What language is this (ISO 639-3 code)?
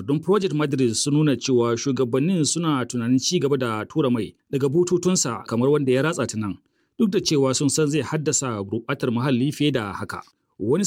hau